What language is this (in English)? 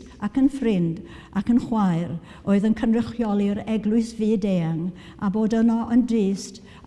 Welsh